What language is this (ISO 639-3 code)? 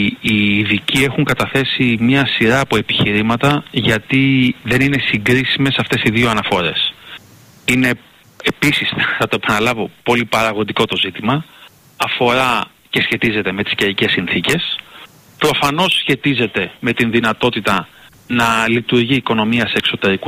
ell